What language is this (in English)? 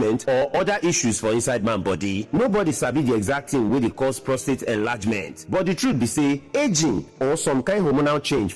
Nigerian Pidgin